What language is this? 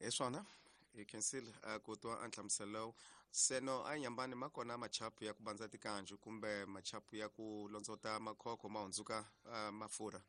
Tsonga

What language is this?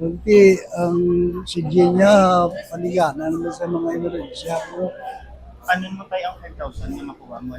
Hiligaynon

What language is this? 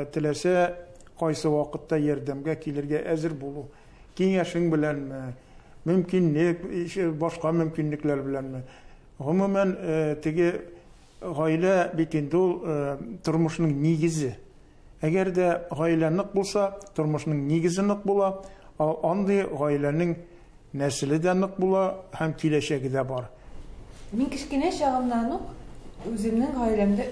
Tatar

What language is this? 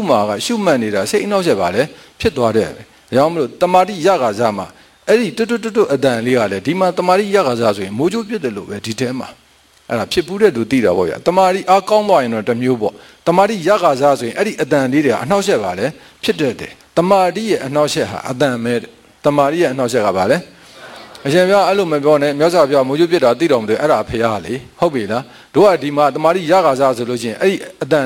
Burmese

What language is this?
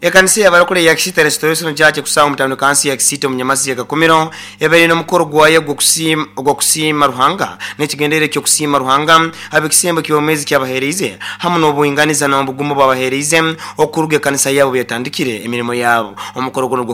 Nyoro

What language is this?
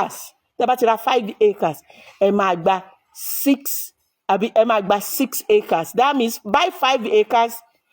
Yoruba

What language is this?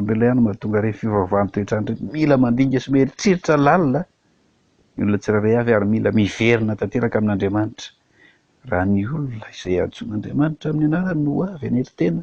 Malagasy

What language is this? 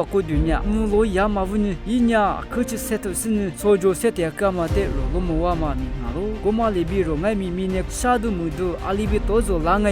Lisu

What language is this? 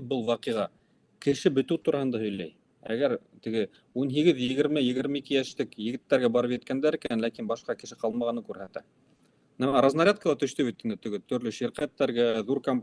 Bashkir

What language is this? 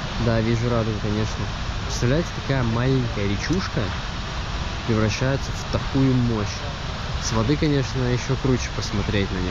Russian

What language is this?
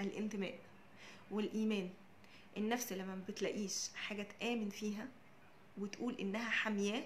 Egyptian Arabic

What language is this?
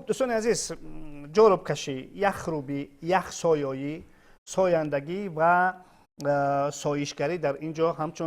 Tajik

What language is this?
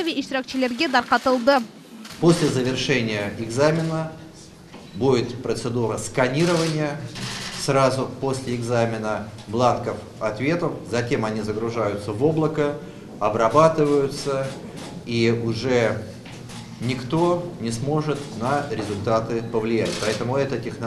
Crimean Tatar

